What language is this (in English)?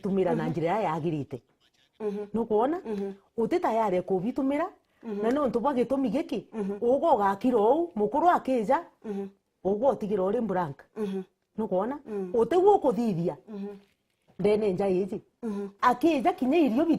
Meru